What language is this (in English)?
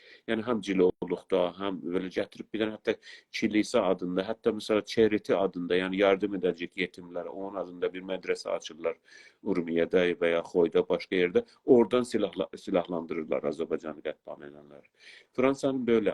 South Azerbaijani